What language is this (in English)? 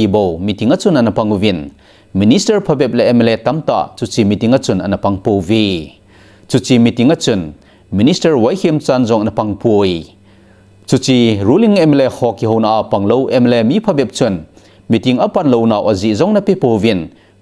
Thado Chin